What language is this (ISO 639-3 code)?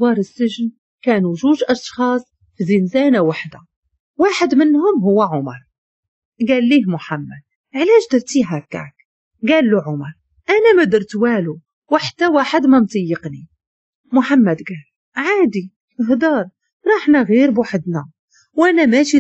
ary